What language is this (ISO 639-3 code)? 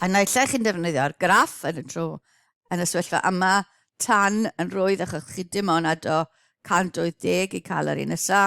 cym